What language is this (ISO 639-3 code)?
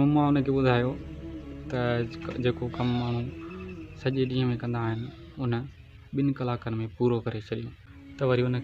snd